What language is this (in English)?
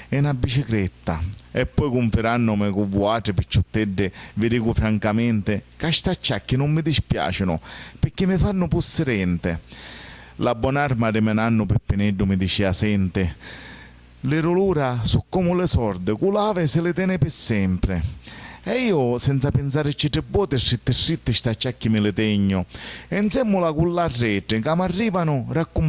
Sicilian